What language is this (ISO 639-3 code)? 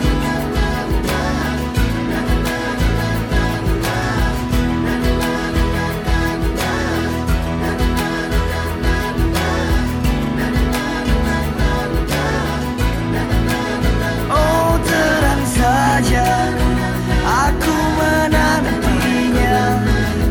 ind